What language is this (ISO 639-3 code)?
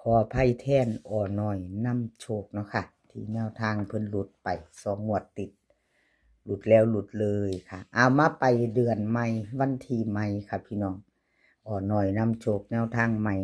tts